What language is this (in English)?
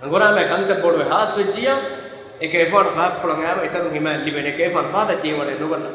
Divehi